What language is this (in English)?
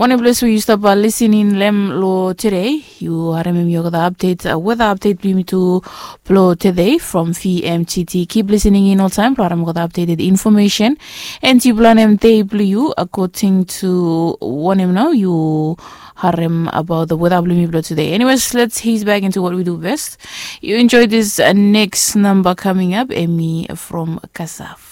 Bislama